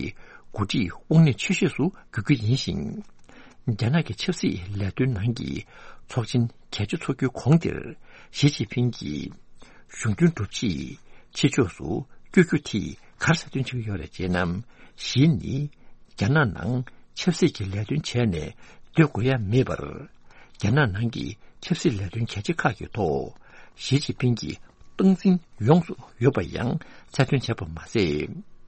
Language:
Tibetan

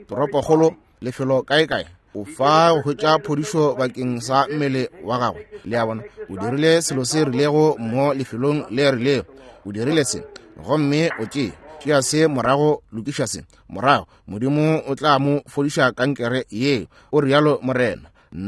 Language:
Northern Sotho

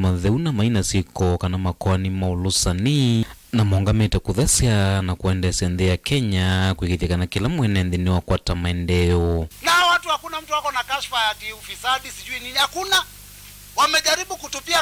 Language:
Kamba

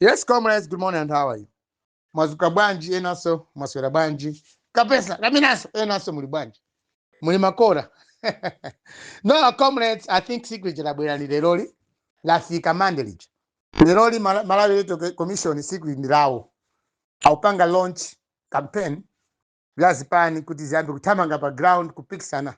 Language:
Nyanja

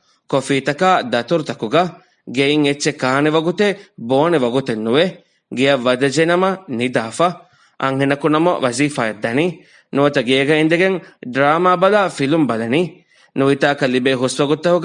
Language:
Divehi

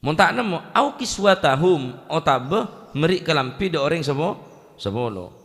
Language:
Madurese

